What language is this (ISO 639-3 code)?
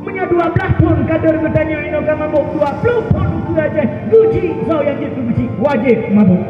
ace